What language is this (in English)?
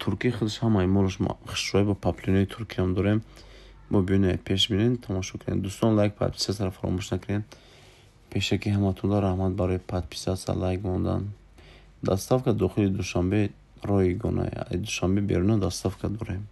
Tajik